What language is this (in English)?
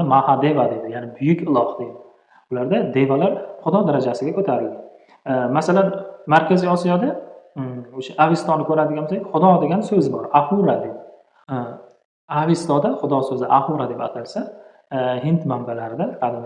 Uzbek